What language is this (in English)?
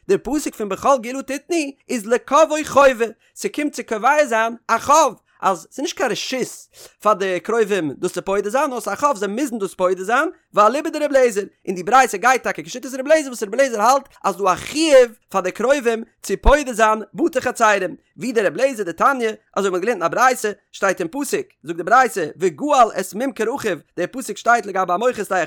Yiddish